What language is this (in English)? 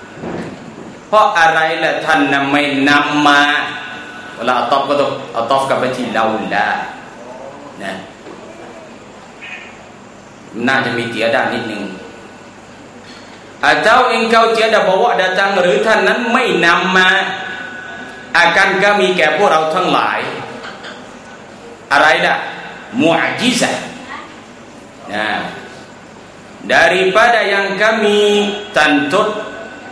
Thai